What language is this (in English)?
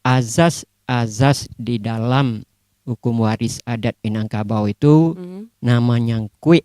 Minangkabau